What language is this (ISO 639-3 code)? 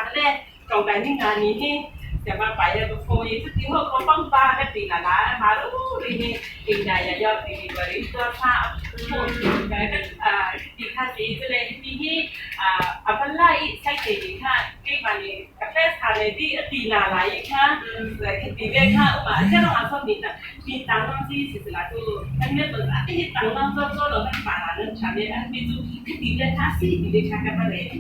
cfm